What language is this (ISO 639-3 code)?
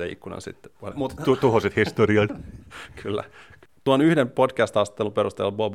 fin